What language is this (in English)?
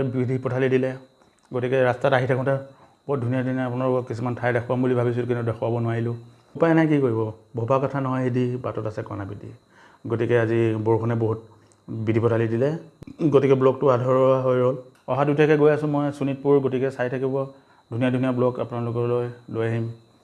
Assamese